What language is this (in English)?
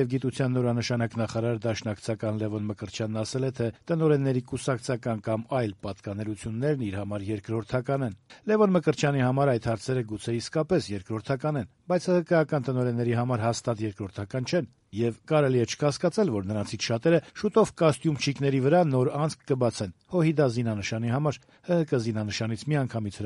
Armenian